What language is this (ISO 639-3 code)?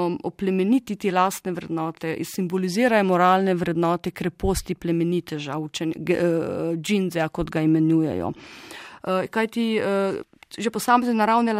slv